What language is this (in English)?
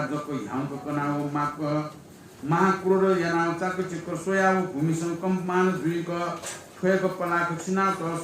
Newari